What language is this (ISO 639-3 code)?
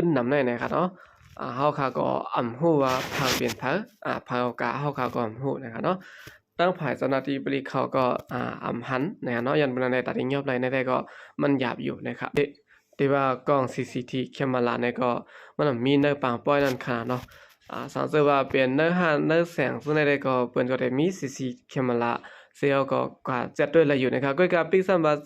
shn